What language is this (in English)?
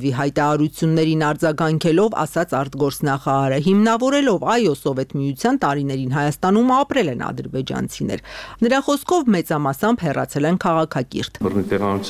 Armenian